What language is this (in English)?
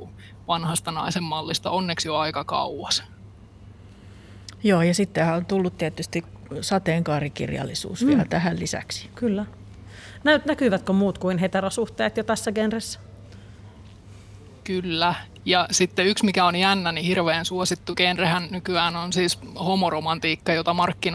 Finnish